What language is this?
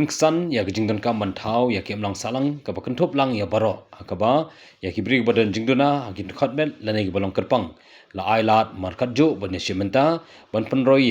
Khasi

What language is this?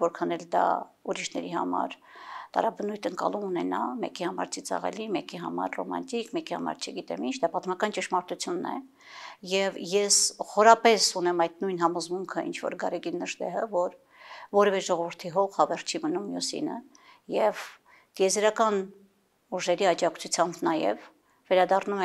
Armenian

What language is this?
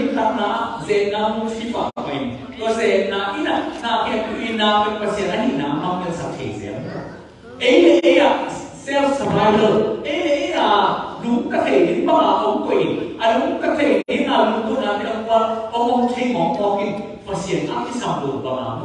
Tedim Chin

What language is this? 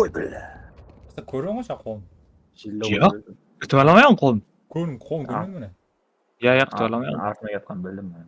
Kara-Kalpak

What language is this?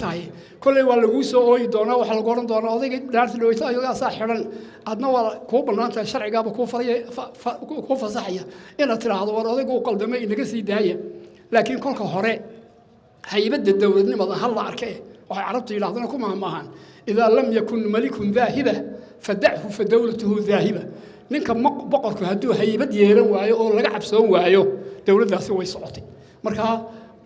Somali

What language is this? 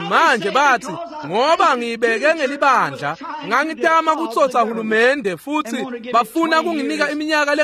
Swati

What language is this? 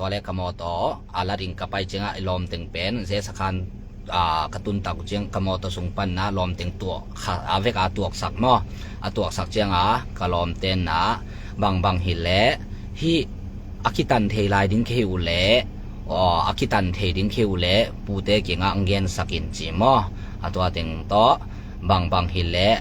Tedim Chin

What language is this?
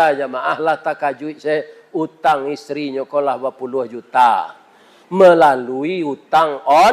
Minangkabau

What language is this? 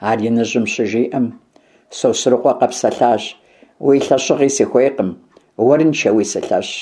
Kabardian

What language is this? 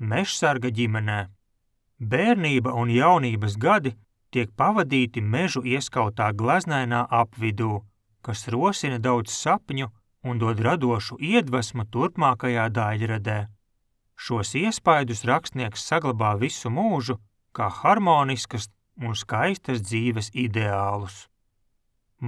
Latvian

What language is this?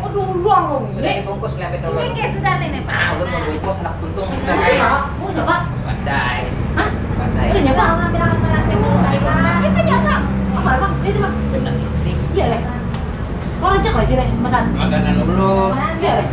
Banjar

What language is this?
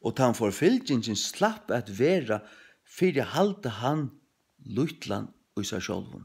Faroese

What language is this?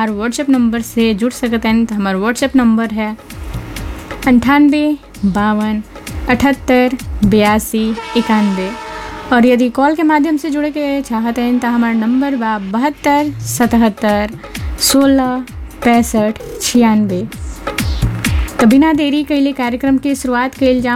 Bhojpuri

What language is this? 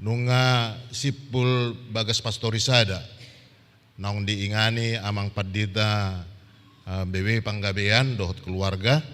Batak Toba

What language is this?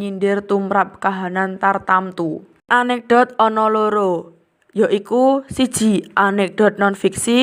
Javanese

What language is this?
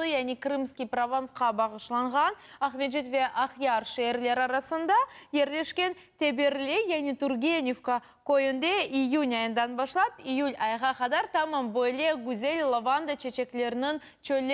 Crimean Tatar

